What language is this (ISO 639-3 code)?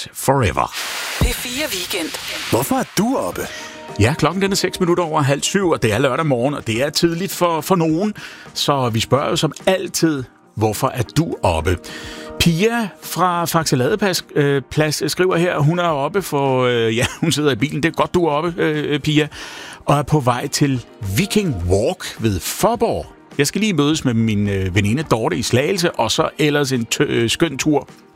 dan